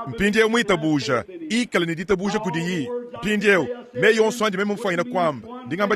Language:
Luba-Lulua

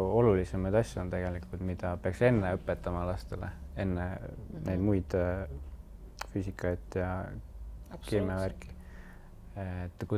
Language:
Estonian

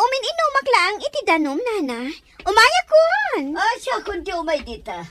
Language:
Iloko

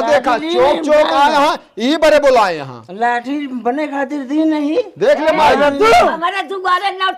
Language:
Awadhi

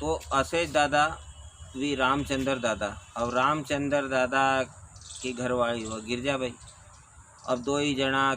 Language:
Rajasthani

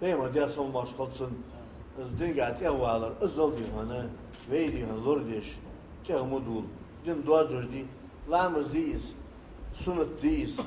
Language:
Ingush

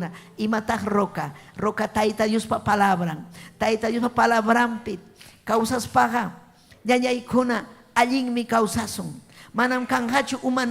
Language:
Ayacucho Quechua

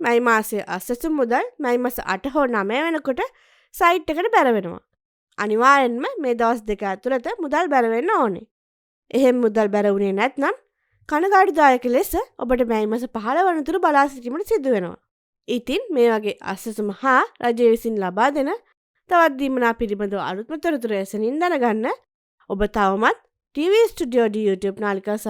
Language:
Sinhala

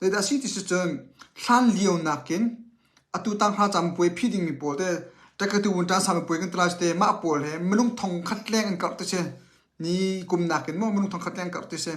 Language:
Hakha Chin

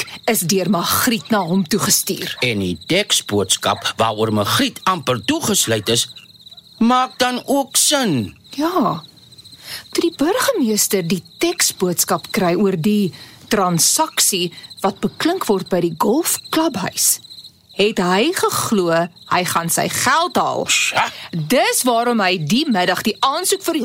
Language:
Afrikaans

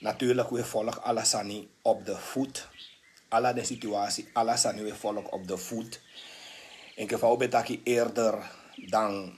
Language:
Sranan Tongo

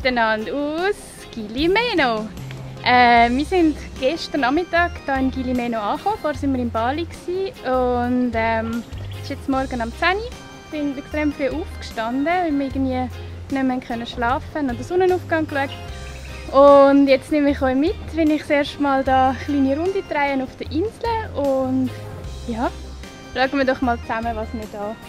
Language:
Swiss German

